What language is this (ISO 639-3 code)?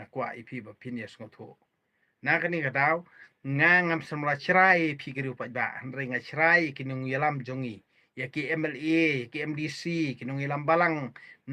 kha